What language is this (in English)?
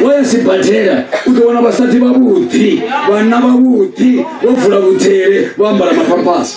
Venda